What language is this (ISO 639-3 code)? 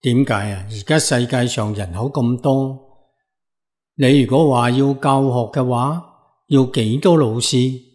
yue